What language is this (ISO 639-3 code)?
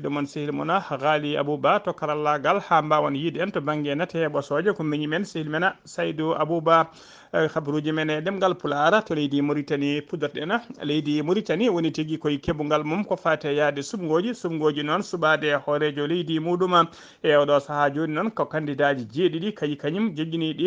ful